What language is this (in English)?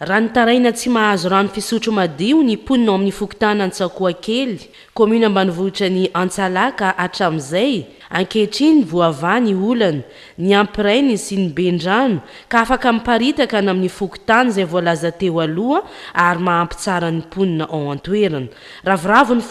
Malagasy